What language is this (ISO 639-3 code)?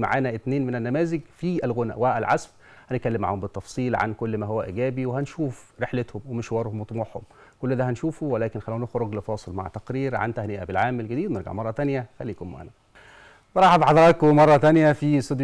arz